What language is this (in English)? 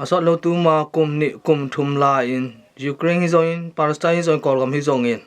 Tedim Chin